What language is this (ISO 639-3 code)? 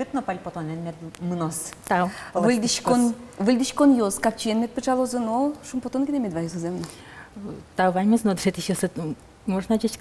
udm